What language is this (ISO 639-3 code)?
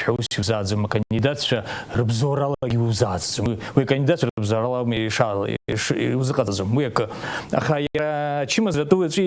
abk